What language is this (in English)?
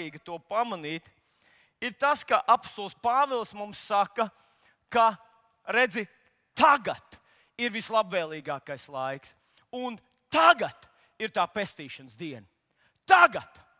Latvian